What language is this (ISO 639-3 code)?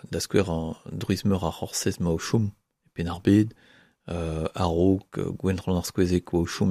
bre